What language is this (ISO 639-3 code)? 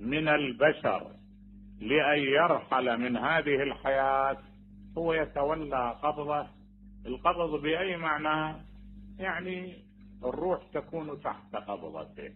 acm